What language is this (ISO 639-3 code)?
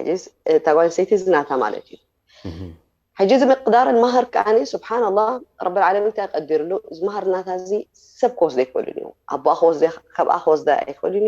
tir